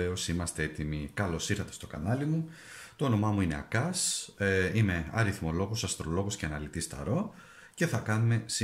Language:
Greek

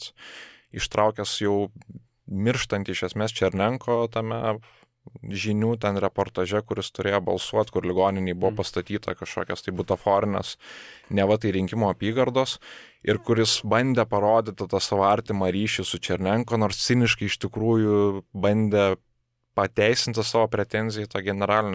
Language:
Lithuanian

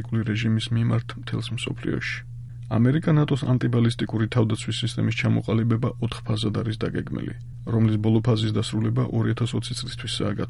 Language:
Georgian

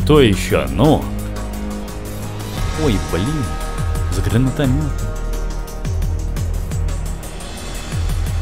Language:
Russian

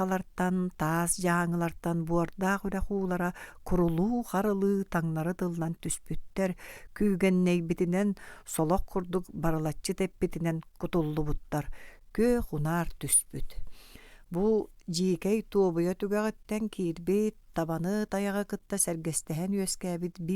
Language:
Yakut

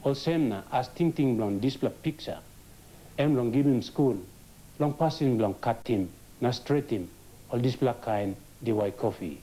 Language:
Tok Pisin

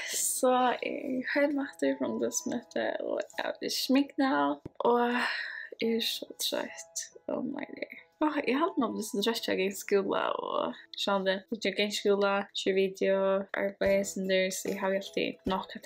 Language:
Faroese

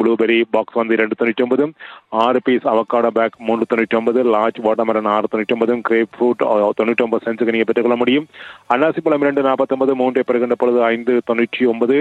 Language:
Tamil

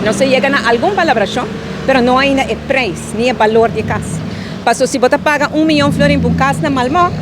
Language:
Papiamento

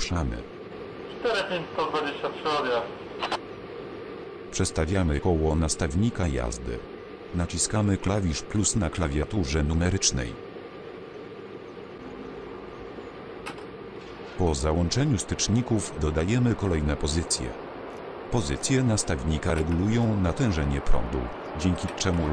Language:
Polish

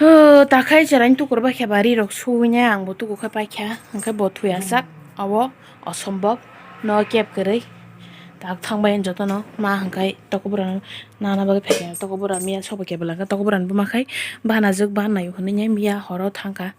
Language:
Kok Borok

